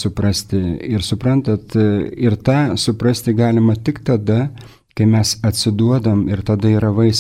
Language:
Lithuanian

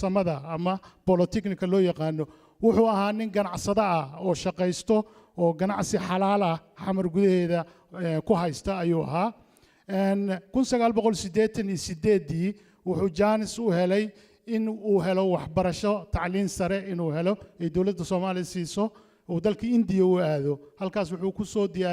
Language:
Somali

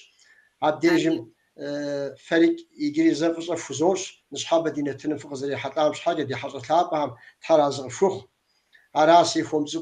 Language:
Kabardian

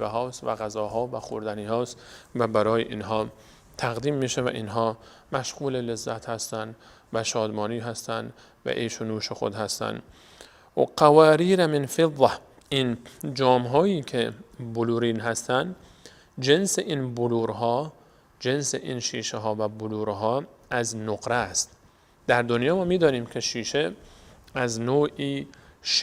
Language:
Persian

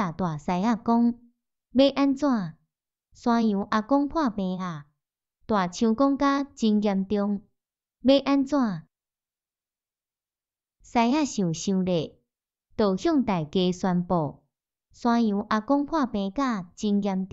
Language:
Min Nan Chinese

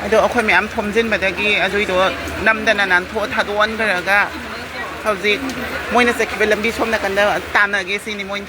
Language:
Manipuri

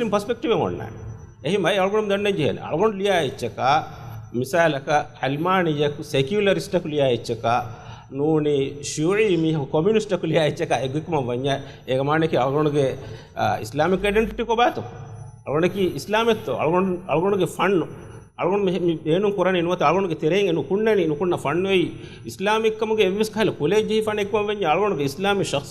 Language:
Divehi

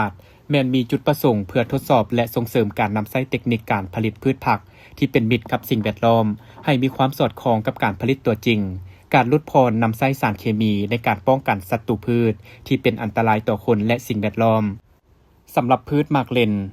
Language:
Lao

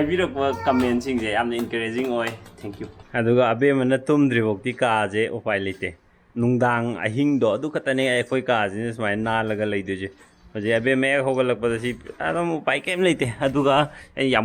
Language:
Manipuri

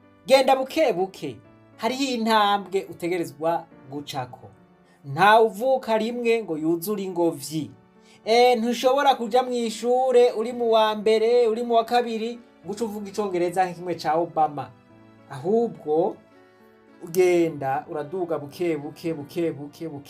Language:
Rundi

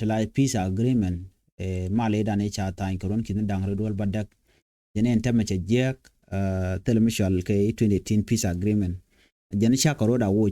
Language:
Nuer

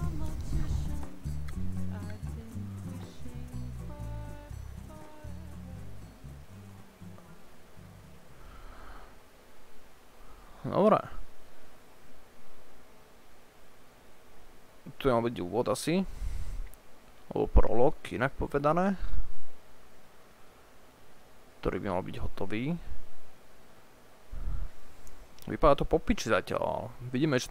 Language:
Slovak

